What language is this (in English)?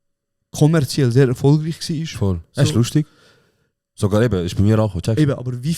Swiss German